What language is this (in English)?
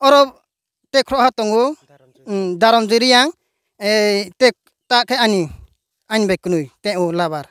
Riang (India)